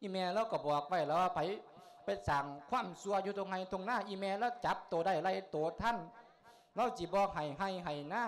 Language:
Lao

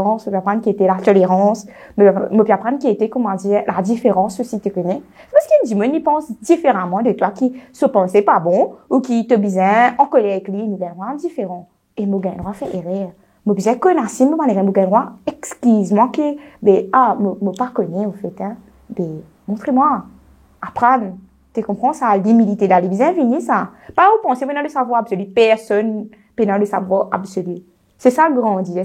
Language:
Morisyen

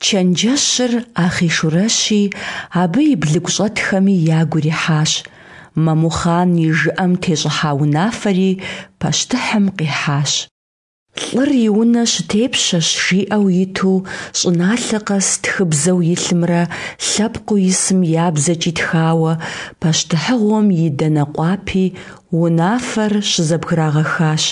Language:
Kabardian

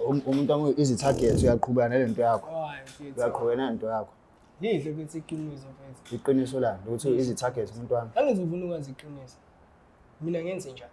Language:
Zulu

